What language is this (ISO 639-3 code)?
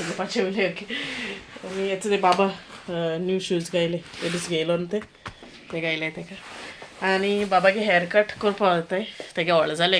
kok